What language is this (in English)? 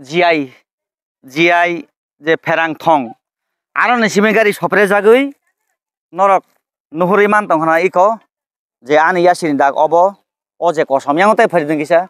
Kok Borok